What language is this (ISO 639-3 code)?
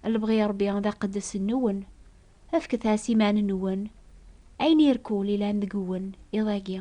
kab